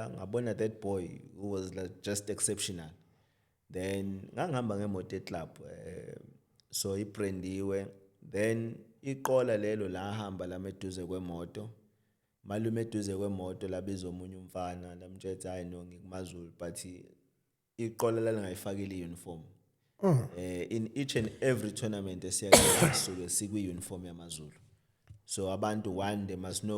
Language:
Zulu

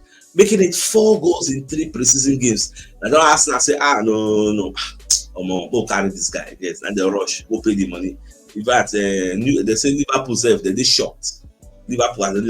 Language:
Nigerian Pidgin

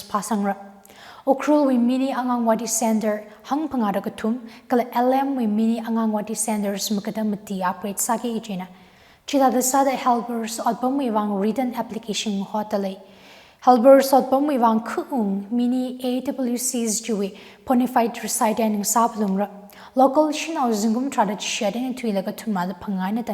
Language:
Tangkhul Naga (India)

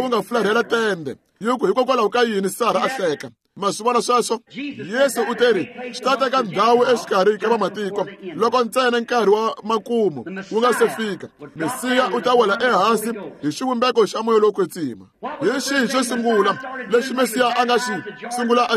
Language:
Tsonga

